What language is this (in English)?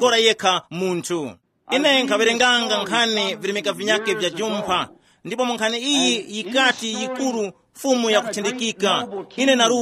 Tumbuka